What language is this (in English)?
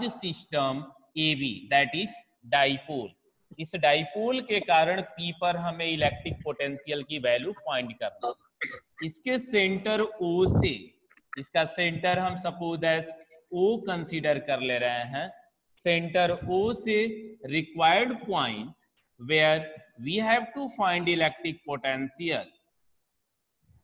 Hindi